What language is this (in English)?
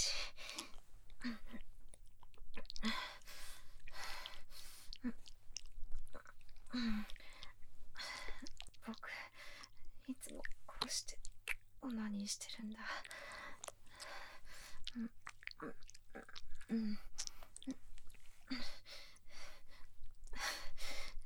Japanese